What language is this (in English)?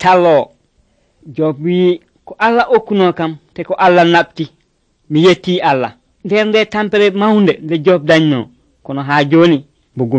Nigerian Fulfulde